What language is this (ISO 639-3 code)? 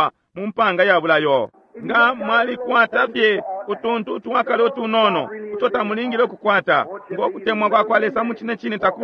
bem